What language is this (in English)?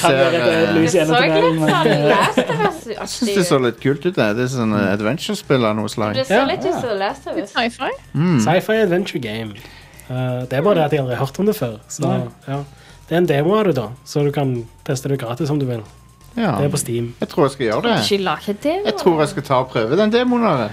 Norwegian